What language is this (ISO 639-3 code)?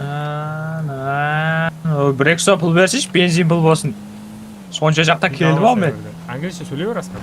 kaa